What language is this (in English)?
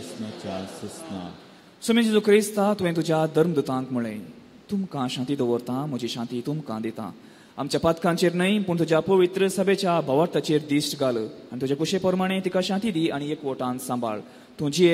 Konkani